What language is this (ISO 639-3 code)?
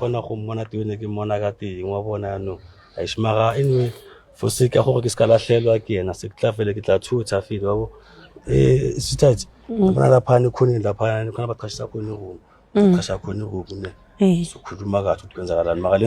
zul